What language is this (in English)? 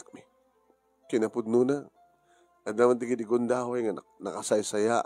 Iloko